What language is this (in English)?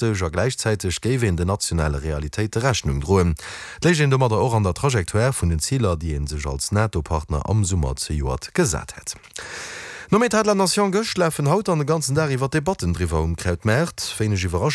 Luxembourgish